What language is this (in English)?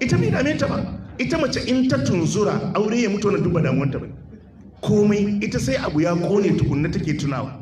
Hausa